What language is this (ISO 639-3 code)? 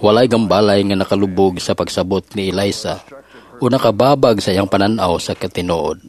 ceb